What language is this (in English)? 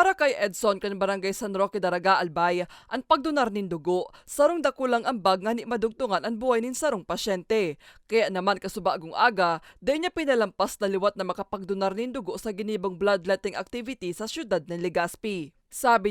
Bikol